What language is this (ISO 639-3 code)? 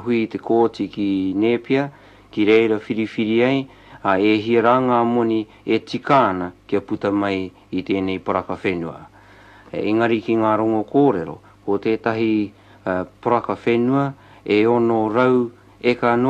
mri